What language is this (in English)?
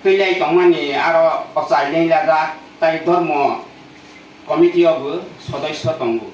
Kok Borok